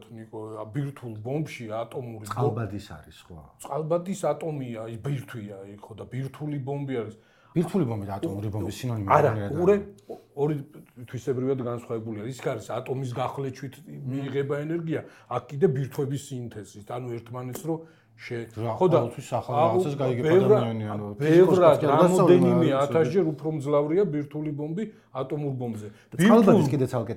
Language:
Georgian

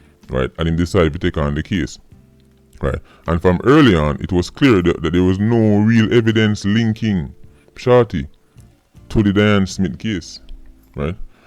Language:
Jamaican Creole English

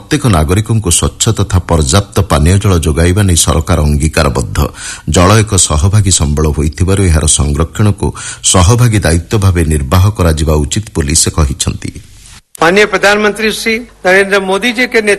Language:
Odia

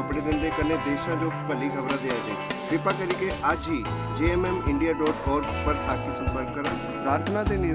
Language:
Dogri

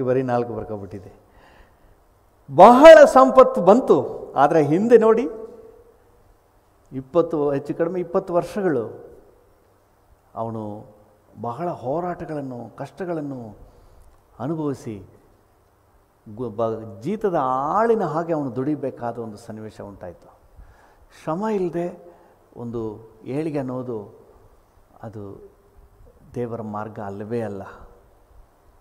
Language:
Kannada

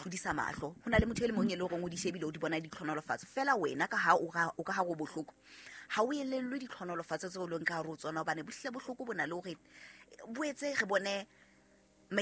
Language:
Southern Sotho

